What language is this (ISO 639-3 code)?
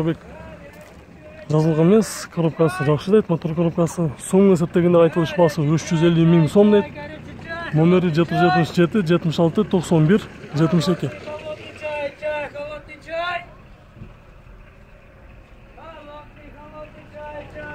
kir